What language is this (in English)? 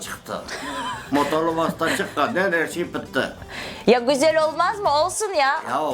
Crimean Tatar